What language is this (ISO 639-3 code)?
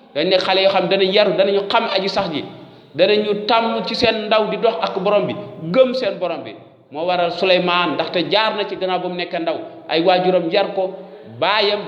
wol